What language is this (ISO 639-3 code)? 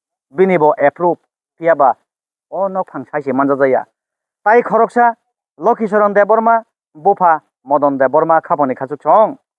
trp